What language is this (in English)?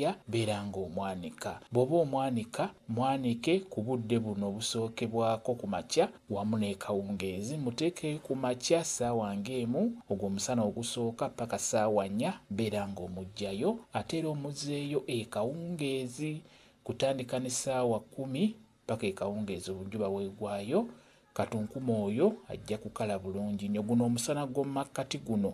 Ganda